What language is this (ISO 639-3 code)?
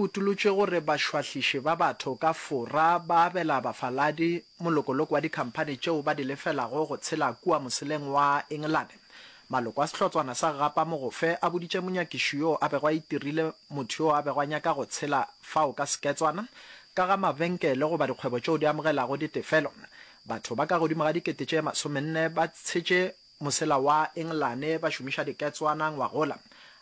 nso